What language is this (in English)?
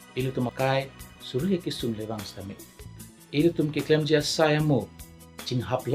Karbi